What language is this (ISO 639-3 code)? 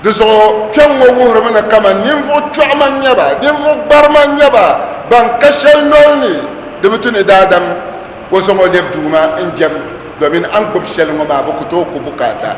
dag